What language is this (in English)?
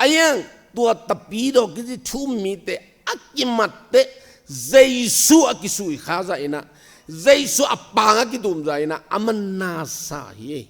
Tedim Chin